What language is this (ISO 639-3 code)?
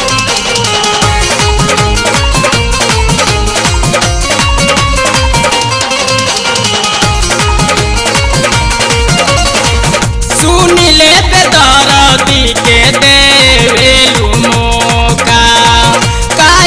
bho